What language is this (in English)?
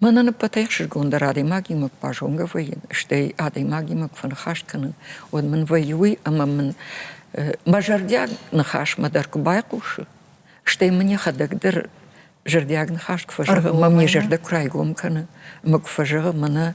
Ossetic